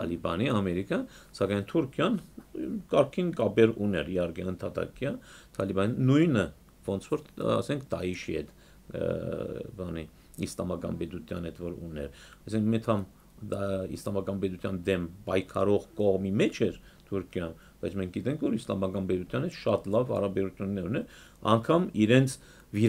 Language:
Armenian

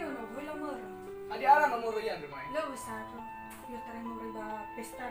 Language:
Nias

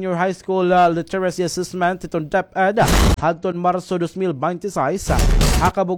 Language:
Waray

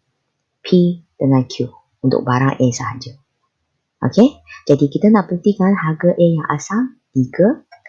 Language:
Malay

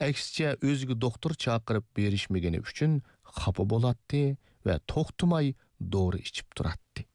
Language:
Uyghur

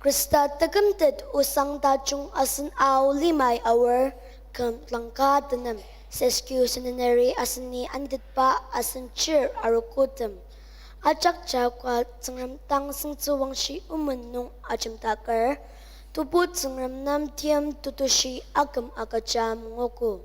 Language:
Ao Naga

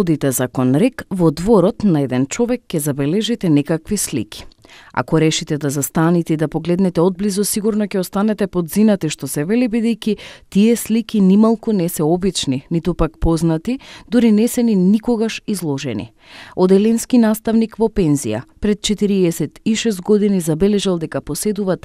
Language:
Macedonian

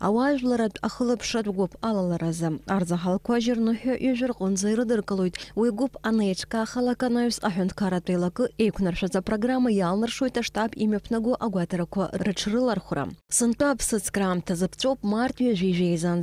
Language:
Abkhazian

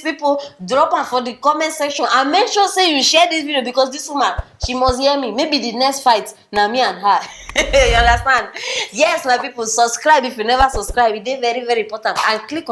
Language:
Nigerian Pidgin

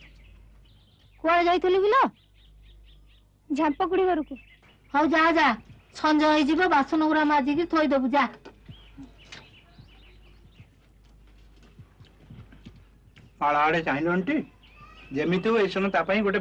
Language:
Odia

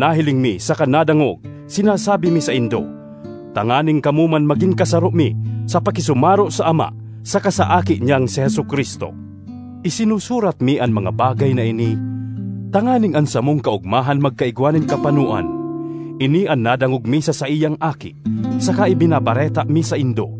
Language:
Bikol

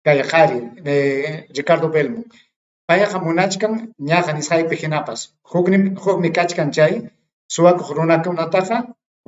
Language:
Ayacucho Quechua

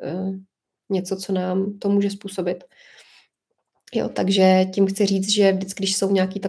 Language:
Czech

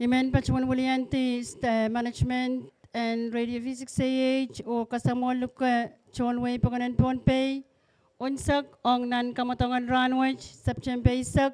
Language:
Pohnpeian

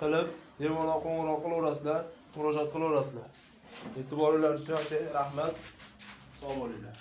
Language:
Uzbek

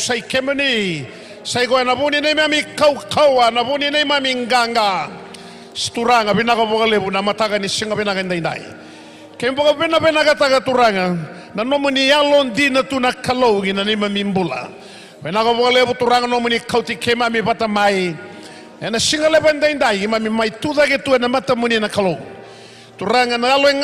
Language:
Fijian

